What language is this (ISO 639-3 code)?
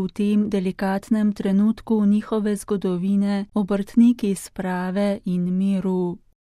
slv